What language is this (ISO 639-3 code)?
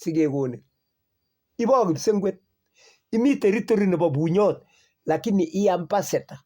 kln